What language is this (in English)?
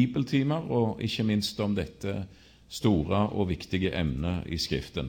Norwegian